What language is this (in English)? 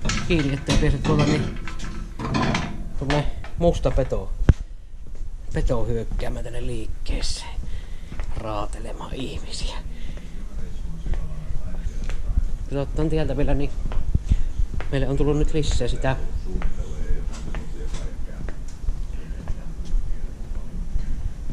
Finnish